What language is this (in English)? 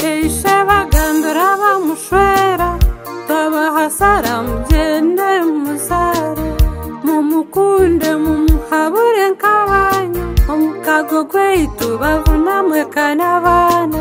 Nyankole